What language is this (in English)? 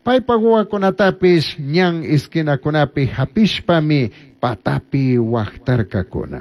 Chimborazo Highland Quichua